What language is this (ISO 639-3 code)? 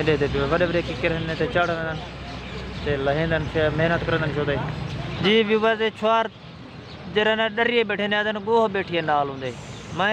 skr